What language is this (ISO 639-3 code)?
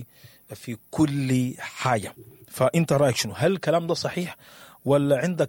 apd